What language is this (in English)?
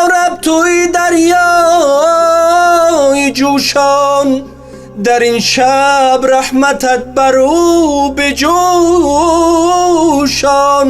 Tajik